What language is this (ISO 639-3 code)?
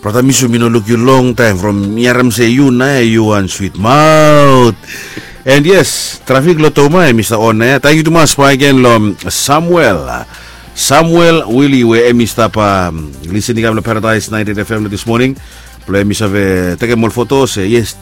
bis